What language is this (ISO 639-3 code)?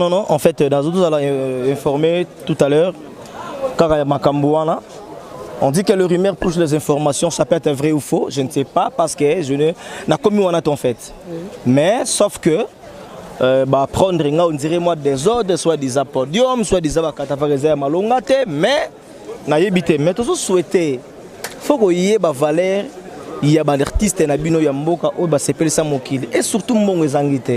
lin